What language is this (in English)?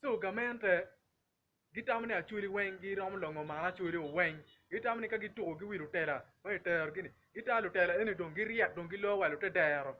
Acoli